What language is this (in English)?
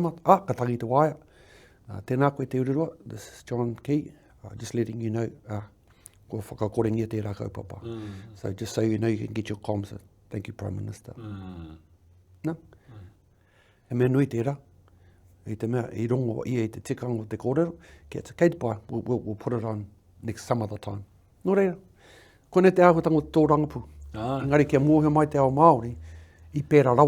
Māori